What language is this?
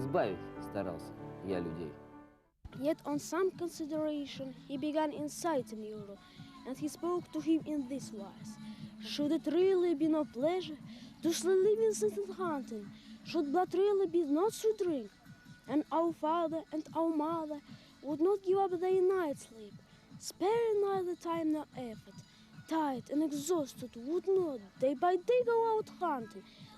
Bashkir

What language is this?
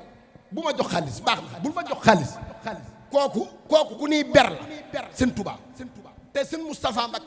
Wolof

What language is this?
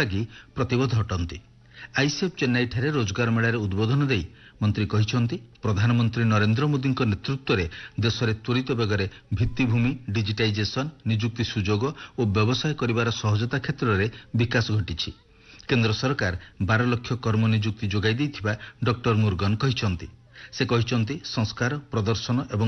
Odia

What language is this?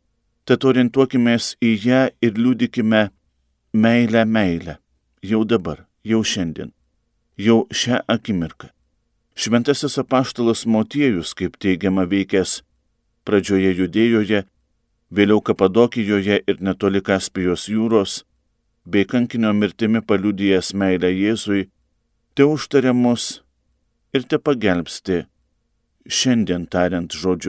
Lithuanian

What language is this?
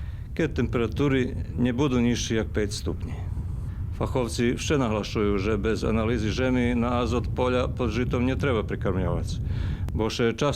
Rusyn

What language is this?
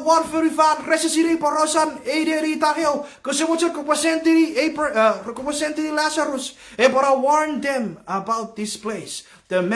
Chuukese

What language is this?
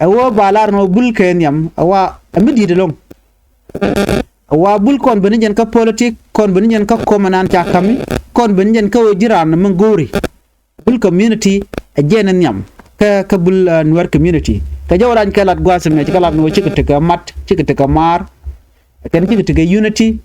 Nuer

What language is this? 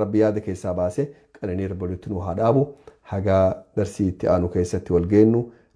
Oromo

